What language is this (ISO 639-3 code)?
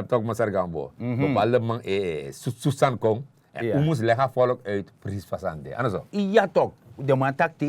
srn